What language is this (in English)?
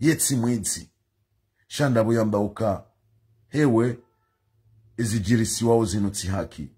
Ngazidja Comorian